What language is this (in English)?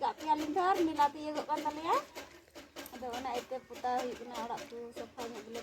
Santali